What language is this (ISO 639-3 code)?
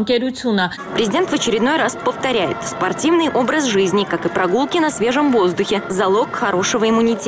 hye